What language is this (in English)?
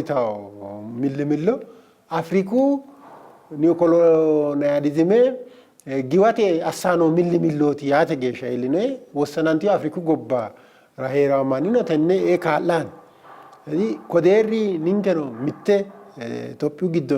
Sidamo